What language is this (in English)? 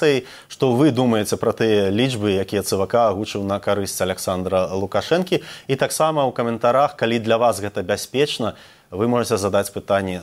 Belarusian